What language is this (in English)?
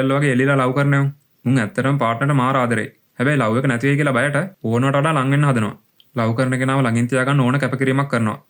Sinhala